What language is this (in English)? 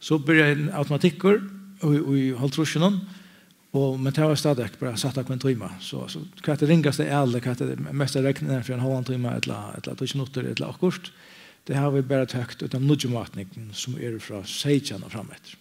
Faroese